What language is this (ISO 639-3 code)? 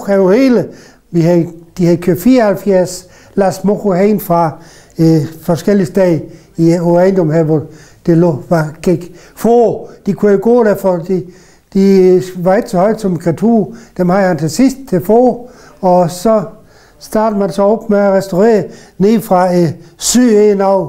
dan